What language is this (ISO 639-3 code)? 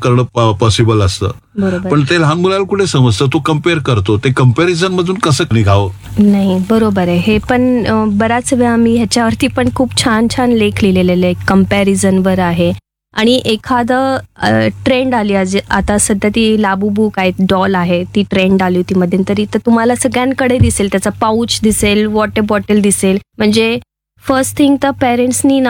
mar